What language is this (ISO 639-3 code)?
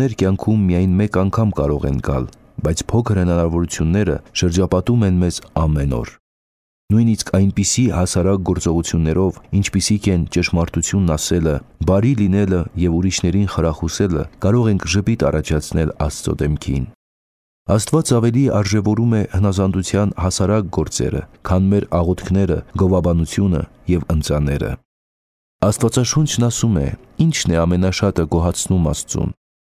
hye